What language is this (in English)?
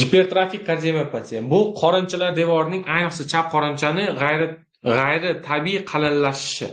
Uzbek